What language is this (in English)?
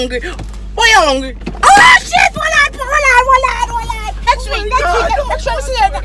Jamaican Creole English